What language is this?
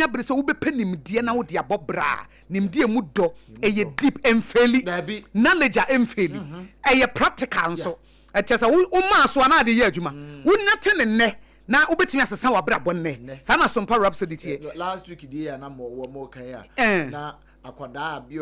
Akan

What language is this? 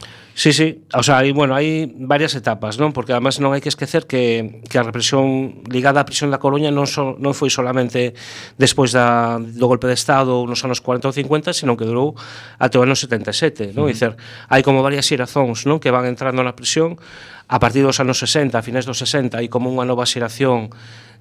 Galician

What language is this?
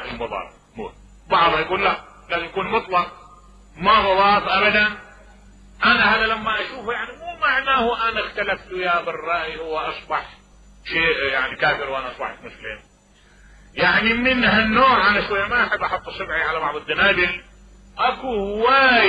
Mesopotamian Arabic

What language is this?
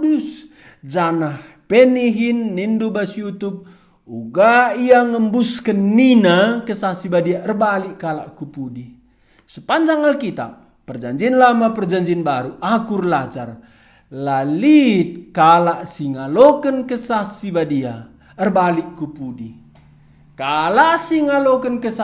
Batak Karo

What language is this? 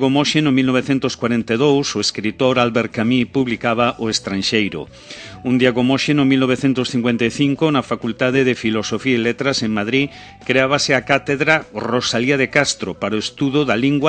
Galician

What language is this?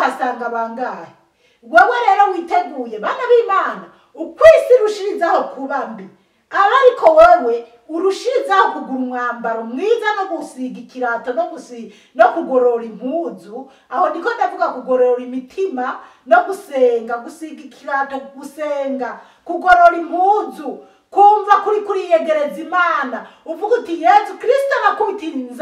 Rundi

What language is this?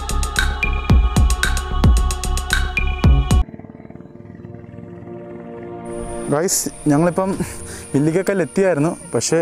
Malayalam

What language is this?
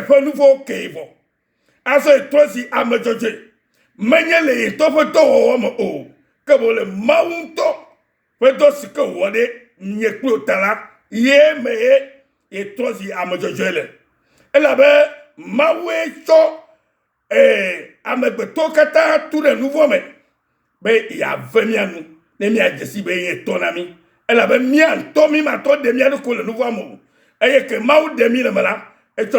Ewe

